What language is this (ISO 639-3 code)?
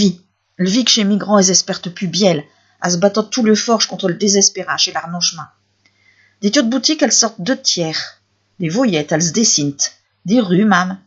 pcd